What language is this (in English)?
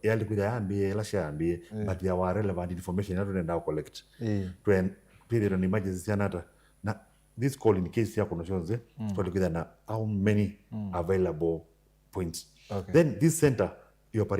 Kamba